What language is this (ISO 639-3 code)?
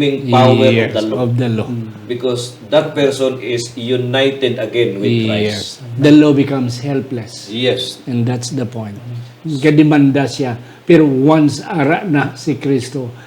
hil